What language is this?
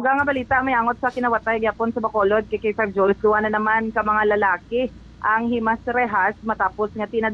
Hiligaynon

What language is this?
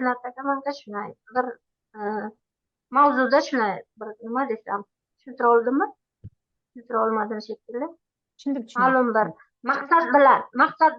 Uzbek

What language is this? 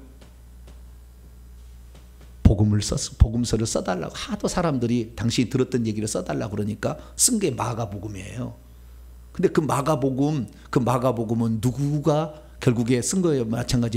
Korean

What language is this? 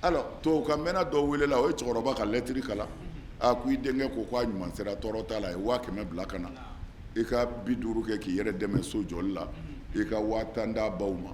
Bambara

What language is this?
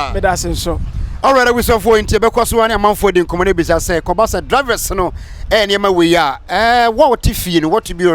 Akan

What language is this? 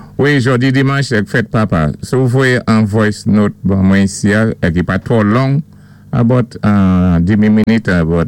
Saint Lucian Creole French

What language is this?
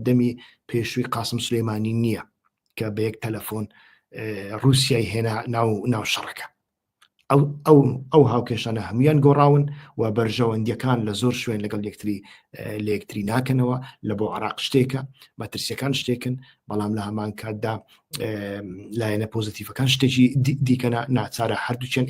Central Kurdish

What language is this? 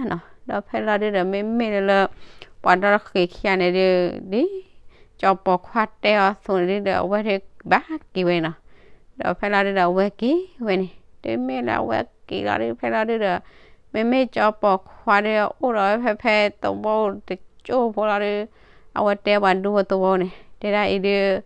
S'gaw Karen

